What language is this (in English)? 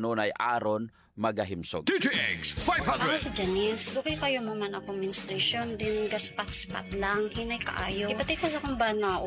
Cebuano